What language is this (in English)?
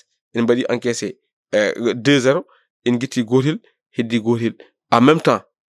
Fula